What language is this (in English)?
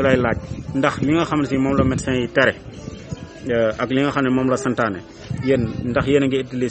Wolof